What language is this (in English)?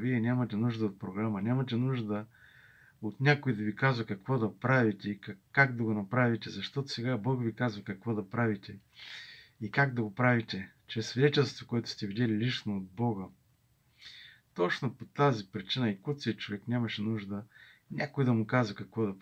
Bulgarian